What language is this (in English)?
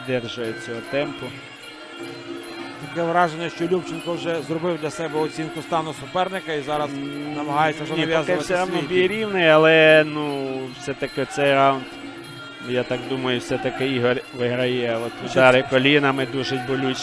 Ukrainian